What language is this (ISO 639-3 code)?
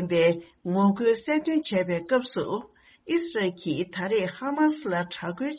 bod